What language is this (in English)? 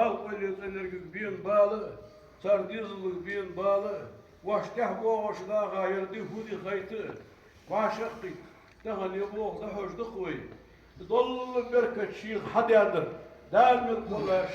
Ingush